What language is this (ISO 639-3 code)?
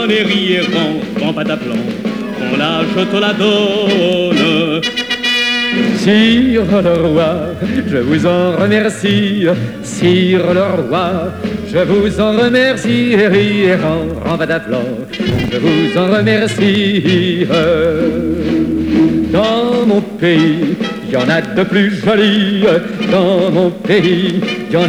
fra